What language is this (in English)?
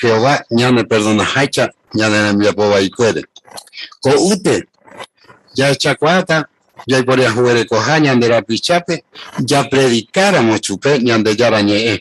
Guarani